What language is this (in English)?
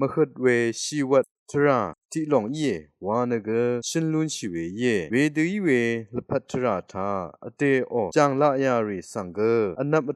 Rawang